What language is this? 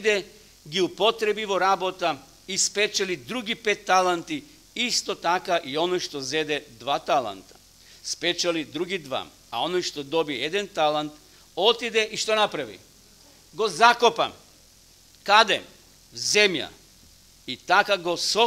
Macedonian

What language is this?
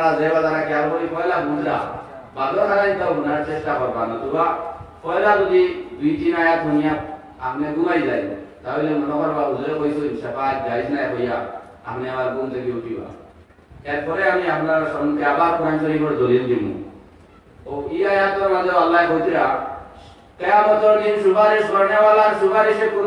Sylheti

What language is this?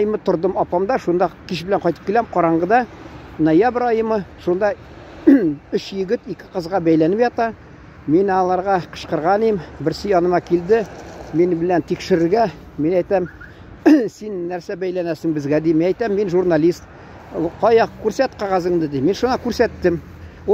Tatar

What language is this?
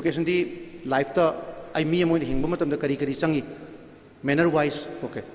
Manipuri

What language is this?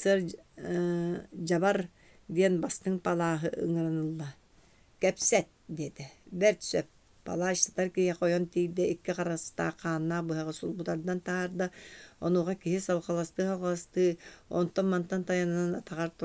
Yakut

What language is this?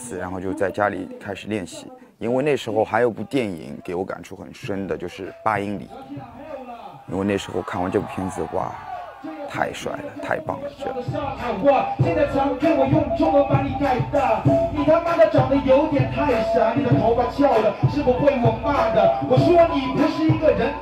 Chinese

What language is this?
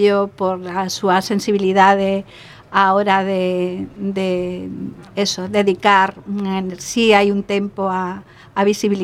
Galician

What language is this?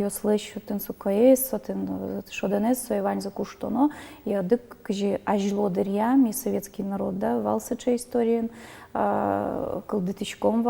Udmurt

